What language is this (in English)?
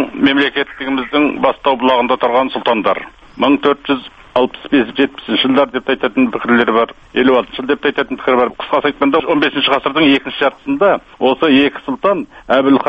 Kazakh